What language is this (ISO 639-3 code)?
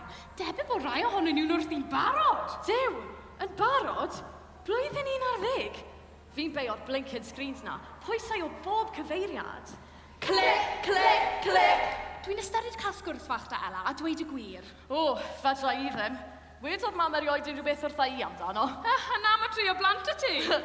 cym